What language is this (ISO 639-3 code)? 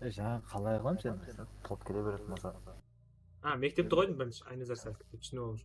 kaa